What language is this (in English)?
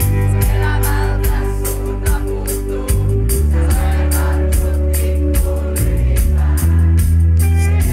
Finnish